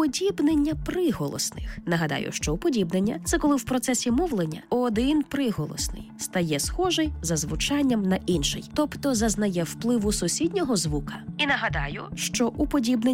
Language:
Ukrainian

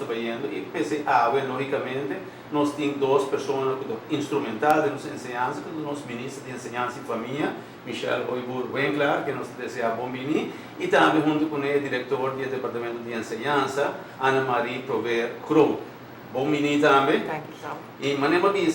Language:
Papiamento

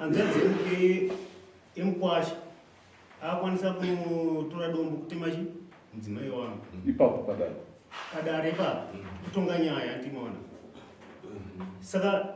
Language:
Shona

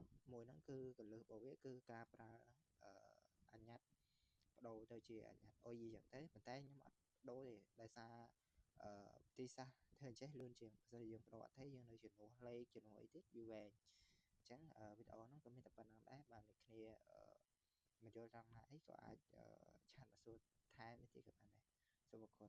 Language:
Khmer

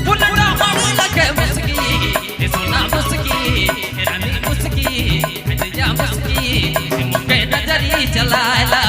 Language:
Sadri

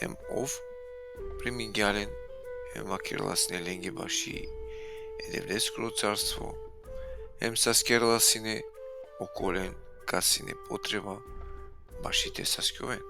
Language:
Balkan Romani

